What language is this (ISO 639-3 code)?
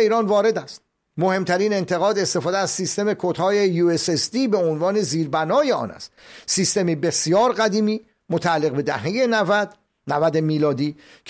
fas